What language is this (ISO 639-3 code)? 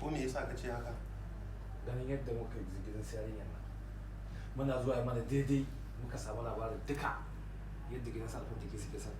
hau